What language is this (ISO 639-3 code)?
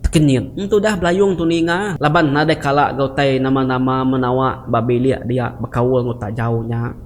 iba